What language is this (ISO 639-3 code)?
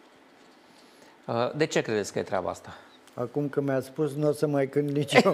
ron